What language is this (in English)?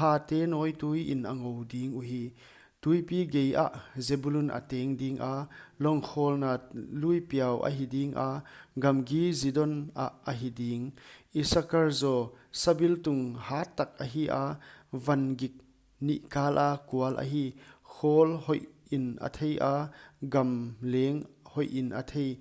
Paite Chin